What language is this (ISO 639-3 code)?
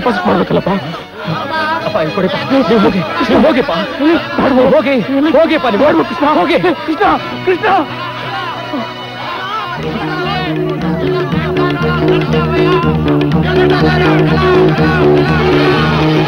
kan